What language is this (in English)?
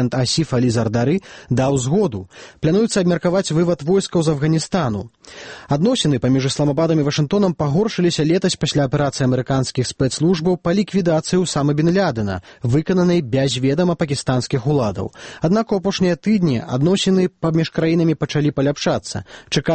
Belarusian